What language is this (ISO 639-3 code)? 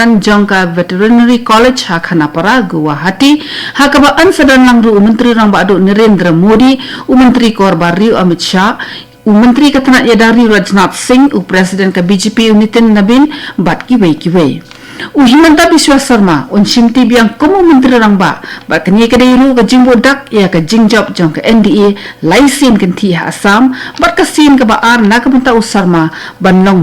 kha